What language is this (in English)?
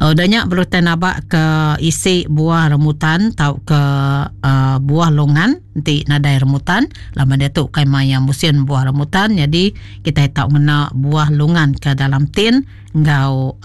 Iban